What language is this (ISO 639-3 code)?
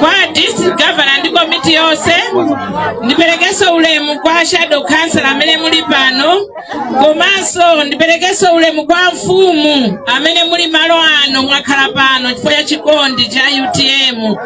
nya